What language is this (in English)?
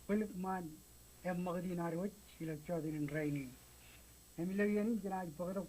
Marshallese